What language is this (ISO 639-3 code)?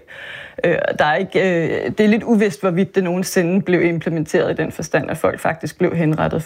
dan